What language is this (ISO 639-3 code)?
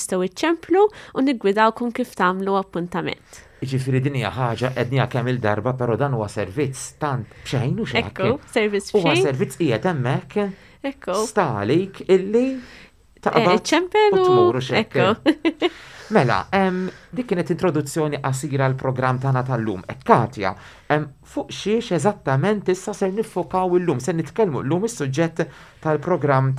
mlt